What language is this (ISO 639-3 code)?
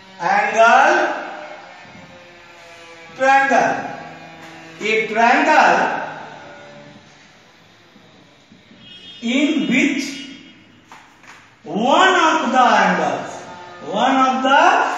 eng